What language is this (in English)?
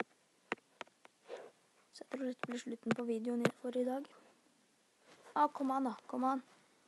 Norwegian